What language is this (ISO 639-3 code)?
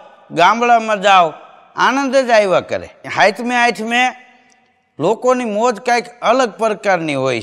guj